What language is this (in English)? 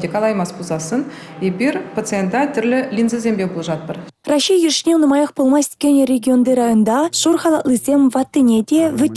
Chuvash